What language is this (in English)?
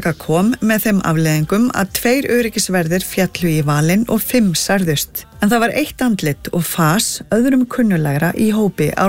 Icelandic